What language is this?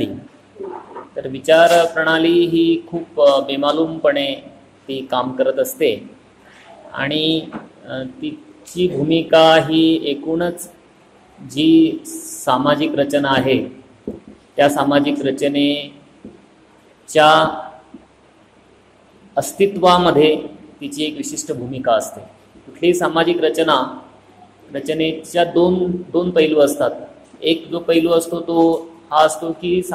Marathi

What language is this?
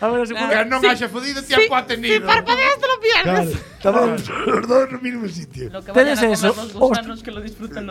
Galician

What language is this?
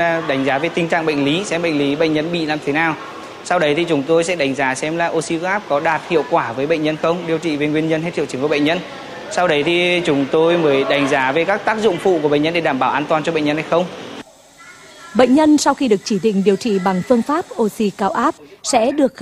Vietnamese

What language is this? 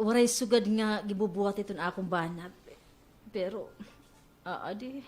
Waray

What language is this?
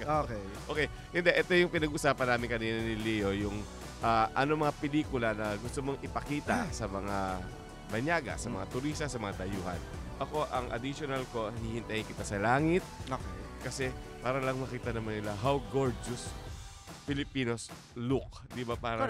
Filipino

